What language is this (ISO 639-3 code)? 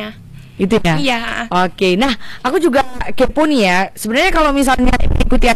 ind